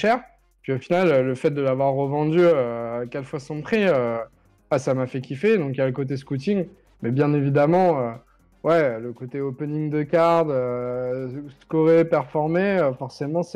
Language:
French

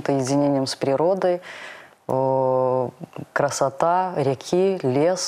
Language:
Russian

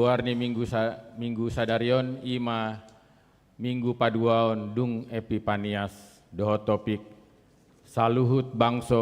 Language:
Batak Toba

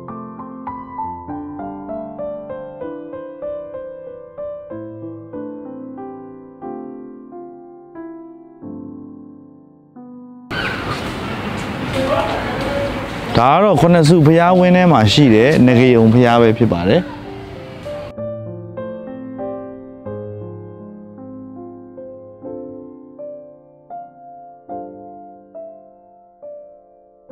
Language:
Burmese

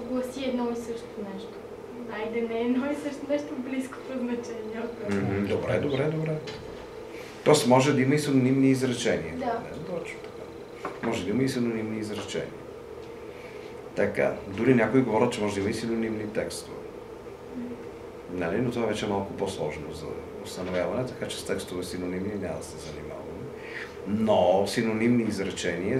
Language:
Bulgarian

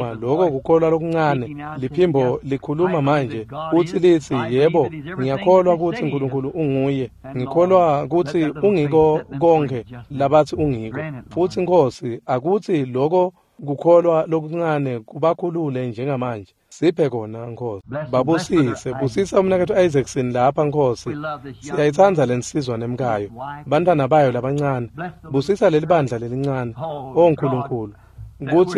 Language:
Swati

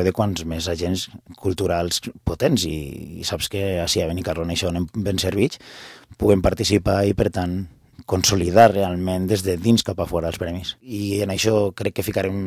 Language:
Catalan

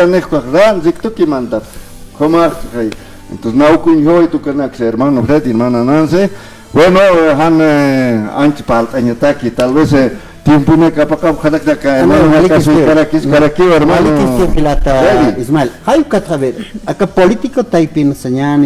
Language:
Aymara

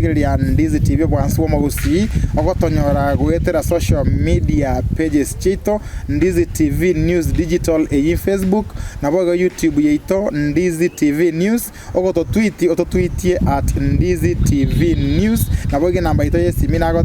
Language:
Gusii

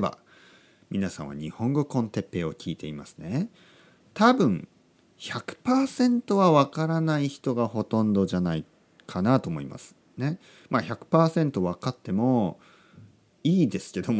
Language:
Japanese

